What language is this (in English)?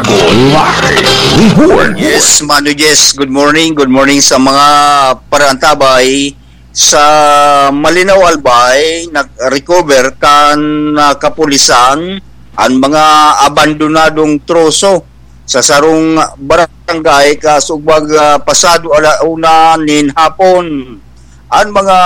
Bikol